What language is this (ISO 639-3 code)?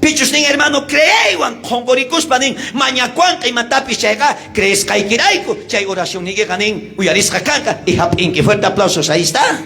quh